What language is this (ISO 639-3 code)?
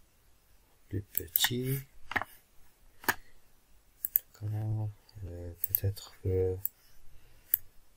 fra